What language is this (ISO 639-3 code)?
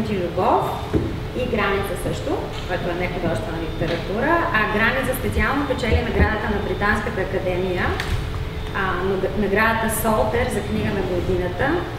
bul